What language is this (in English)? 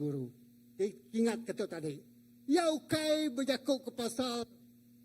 Iban